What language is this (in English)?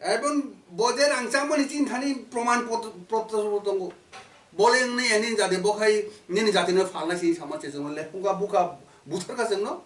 Kok Borok